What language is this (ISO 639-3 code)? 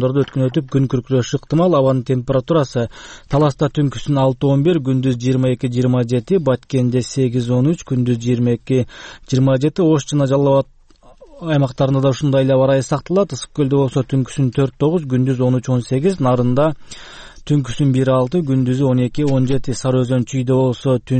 kir